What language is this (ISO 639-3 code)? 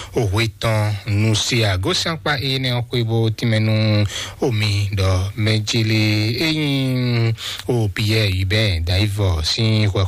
fon